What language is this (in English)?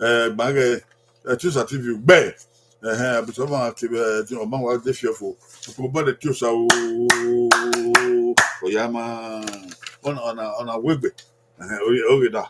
Bini